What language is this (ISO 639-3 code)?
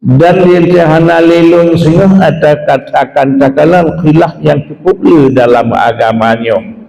ace